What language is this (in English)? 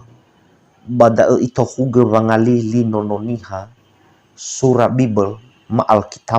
Nias